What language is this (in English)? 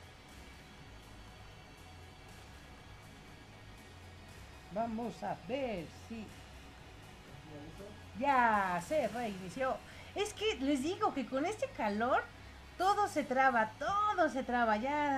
Spanish